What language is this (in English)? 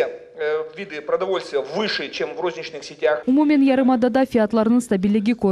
Crimean Tatar